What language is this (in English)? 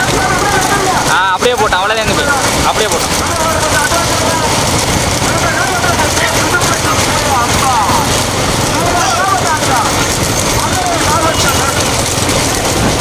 Tamil